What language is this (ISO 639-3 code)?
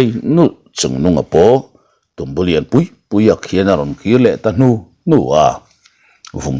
lus